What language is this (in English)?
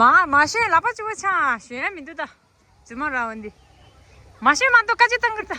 Tibetan